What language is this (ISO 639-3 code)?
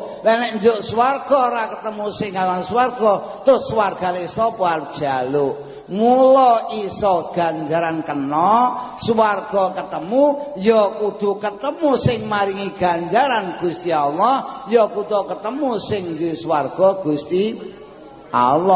jav